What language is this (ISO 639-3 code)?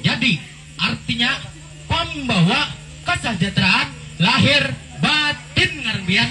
bjn